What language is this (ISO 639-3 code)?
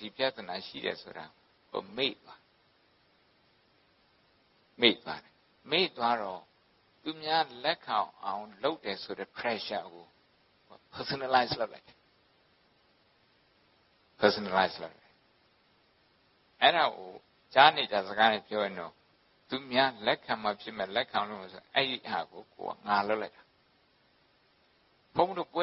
mya